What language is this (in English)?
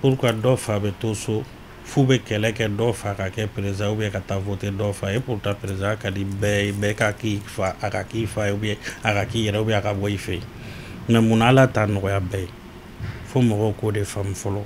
Bambara